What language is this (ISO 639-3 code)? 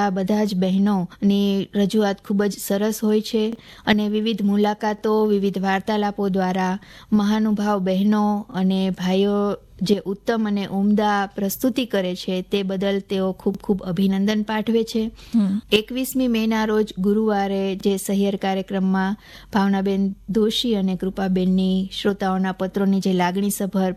guj